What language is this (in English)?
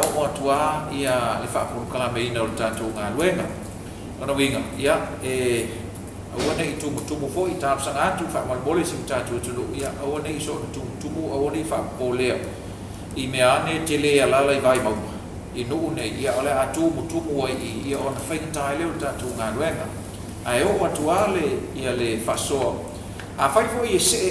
Samoan